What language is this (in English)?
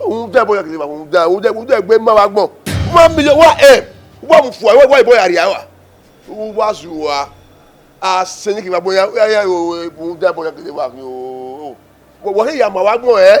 Bini